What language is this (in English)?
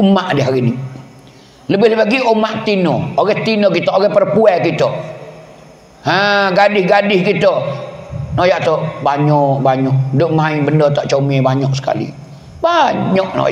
Pattani Malay